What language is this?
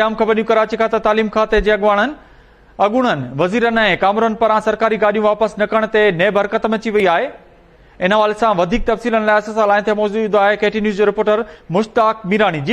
Sindhi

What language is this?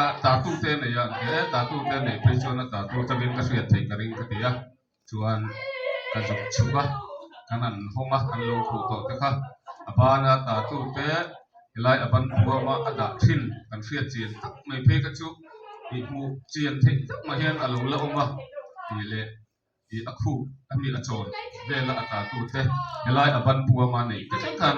Mizo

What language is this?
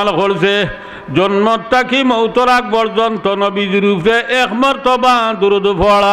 Sylheti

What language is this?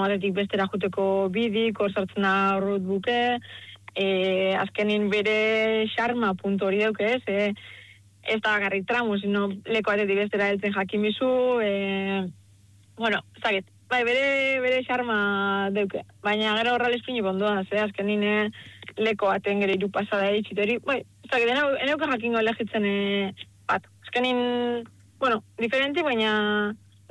Basque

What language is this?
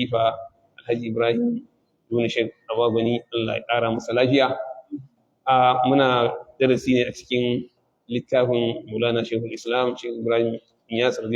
Hausa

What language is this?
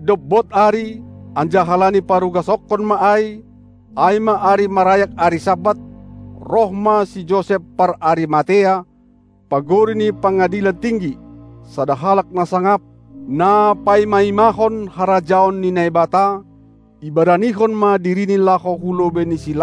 Batak Simalungun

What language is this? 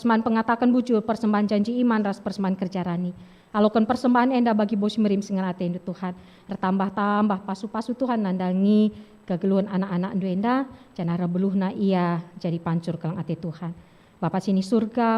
Batak Karo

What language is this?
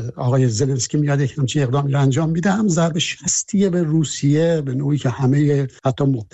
Persian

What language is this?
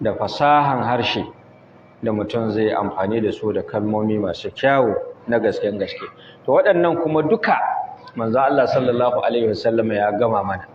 Hausa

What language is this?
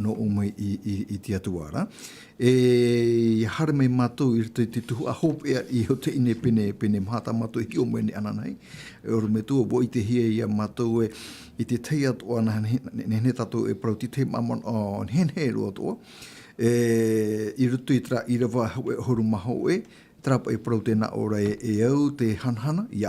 Tahitian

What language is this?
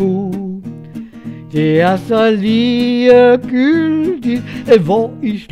Danish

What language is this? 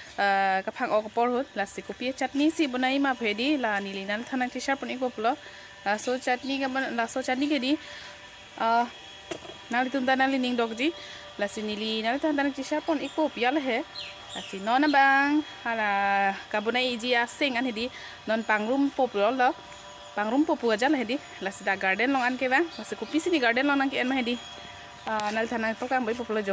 Karbi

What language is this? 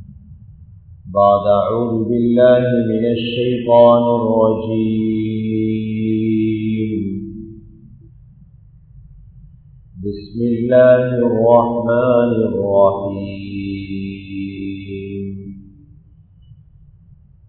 Tamil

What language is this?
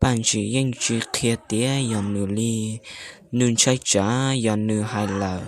Hmong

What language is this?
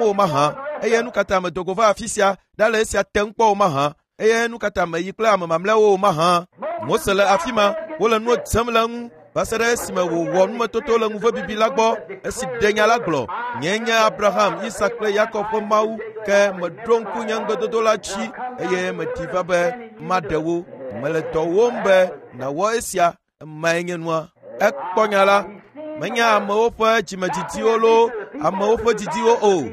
Ewe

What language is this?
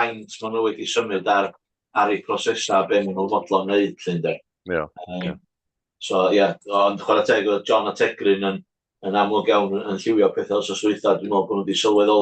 Welsh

